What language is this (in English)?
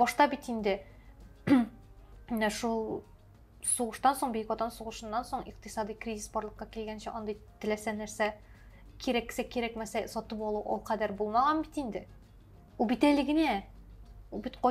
Tatar